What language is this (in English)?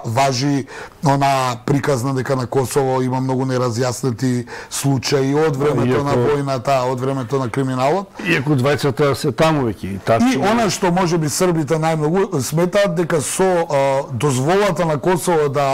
Macedonian